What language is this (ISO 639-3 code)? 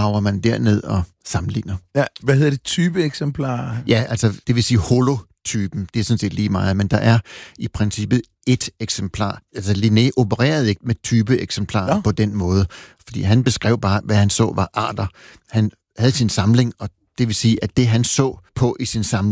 dan